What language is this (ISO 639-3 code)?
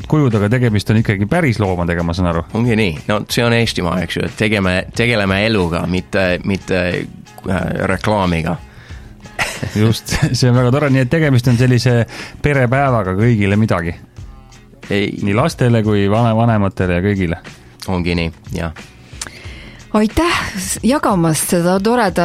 est